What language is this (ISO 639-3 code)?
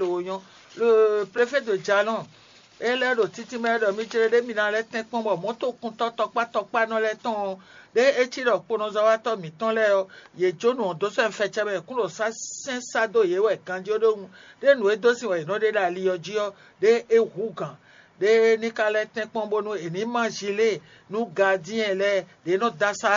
fon